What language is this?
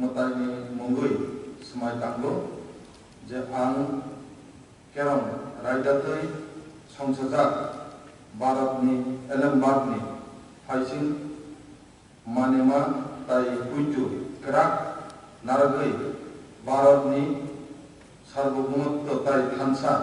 Kok Borok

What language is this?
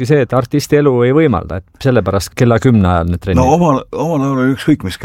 Estonian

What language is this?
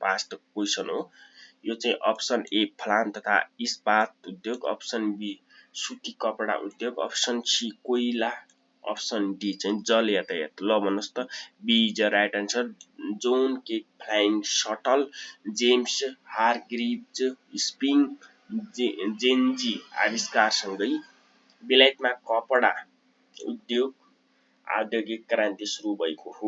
Nepali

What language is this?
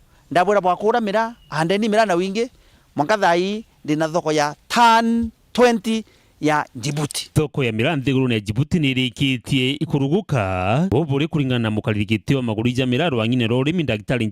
Meru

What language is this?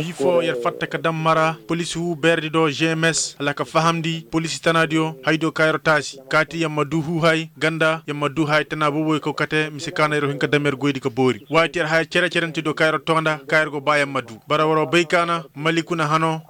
Koyraboro Senni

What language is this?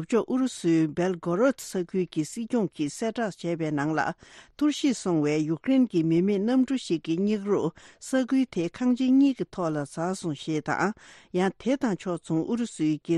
Tibetan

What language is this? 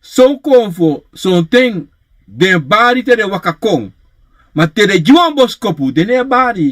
Sranan Tongo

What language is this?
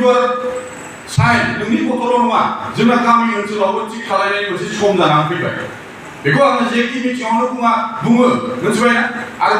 Bodo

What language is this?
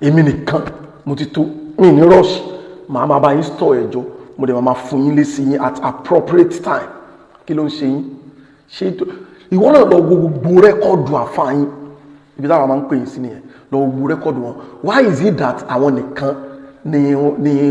Yoruba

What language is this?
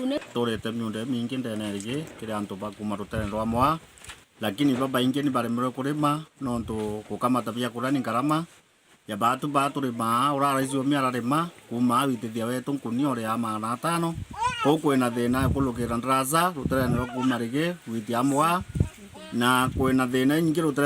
Meru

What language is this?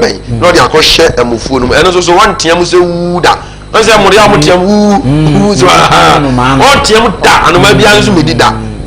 Akan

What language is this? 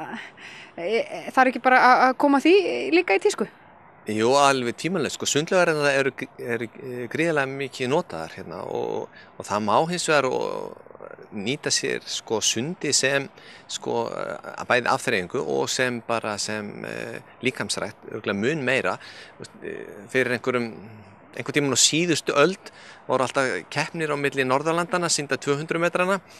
Icelandic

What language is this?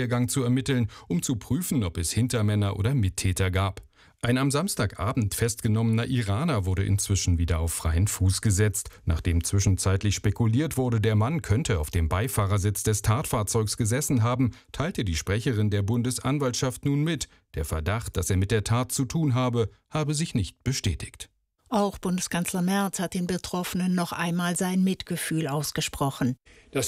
German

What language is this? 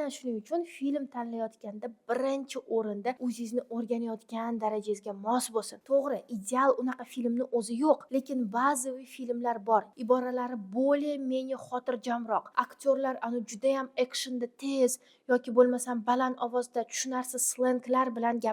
Uzbek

